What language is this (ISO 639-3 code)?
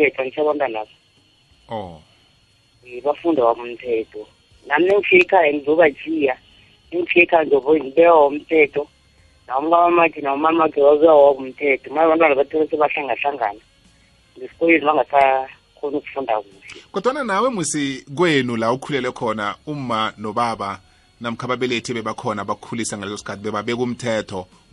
nbl